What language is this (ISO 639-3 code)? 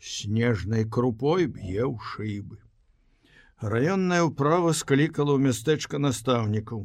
bel